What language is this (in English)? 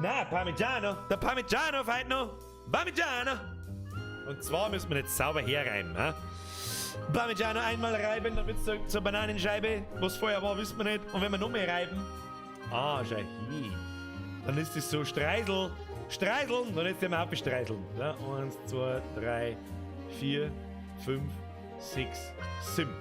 Bavarian